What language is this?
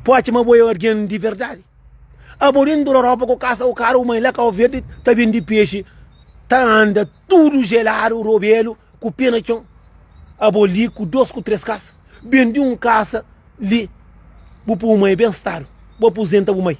Kabuverdianu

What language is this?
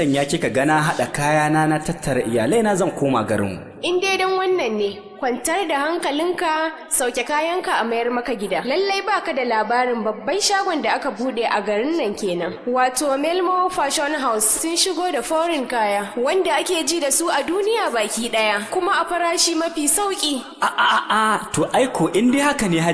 Hausa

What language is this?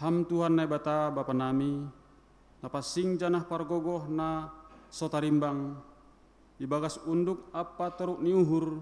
Batak Simalungun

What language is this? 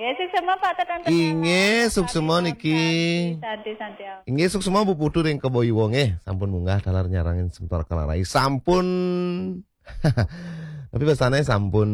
Balinese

